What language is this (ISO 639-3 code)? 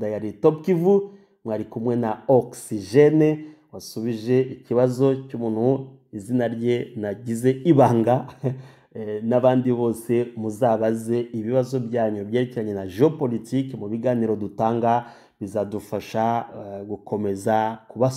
kin